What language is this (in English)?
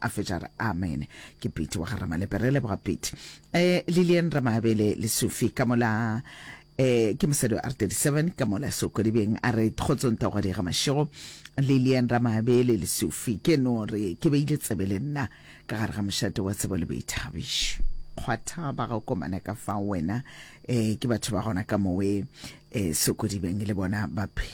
Northern Sotho